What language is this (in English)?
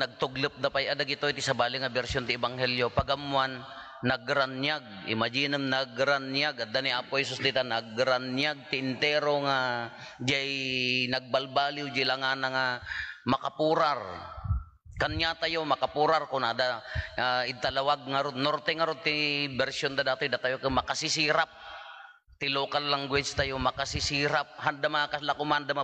Iloko